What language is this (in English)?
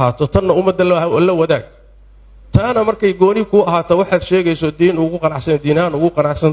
Somali